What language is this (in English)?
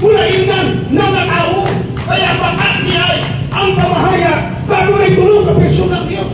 Cebuano